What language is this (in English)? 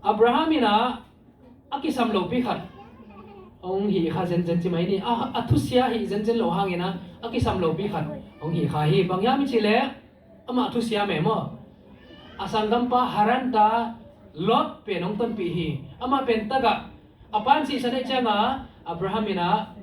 Tedim Chin